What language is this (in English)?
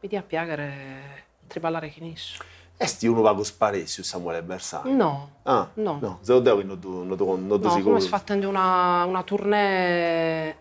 Sardinian